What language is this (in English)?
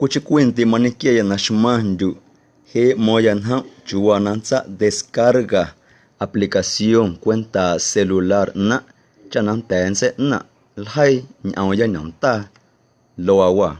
Guerrero Amuzgo